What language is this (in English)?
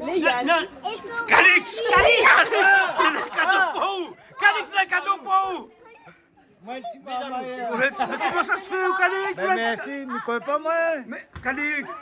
Réunion Creole French